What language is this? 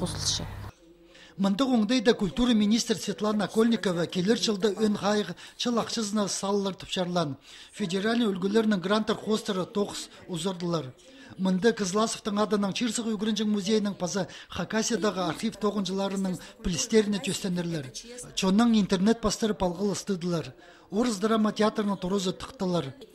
Khakas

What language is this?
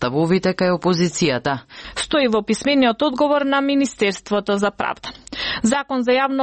Macedonian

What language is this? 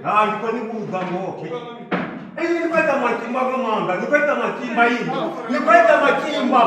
Venda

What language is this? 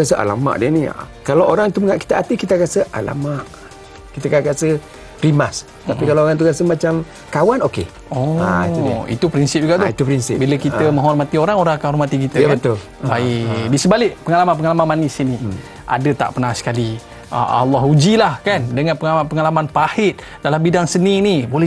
Malay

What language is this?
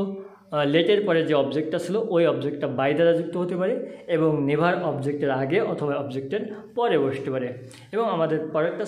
Bangla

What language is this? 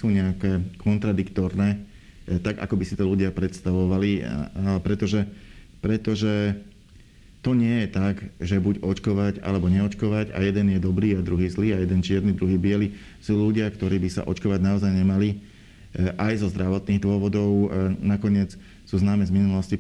Slovak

